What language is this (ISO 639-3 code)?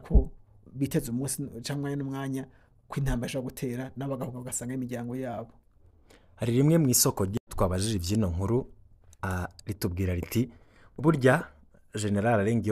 run